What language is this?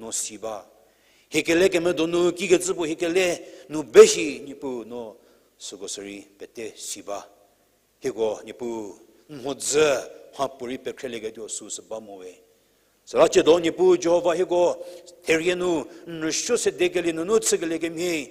Angami Naga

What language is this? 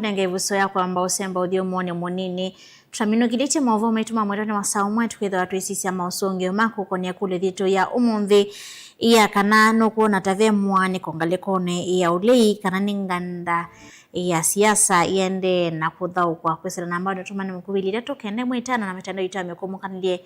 Kamba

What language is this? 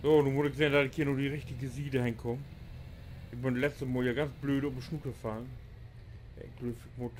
Low German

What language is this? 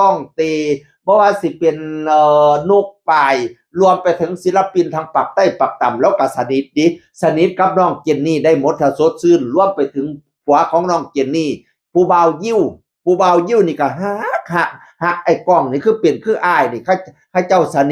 Northeastern Thai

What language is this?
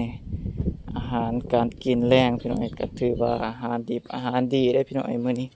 Lao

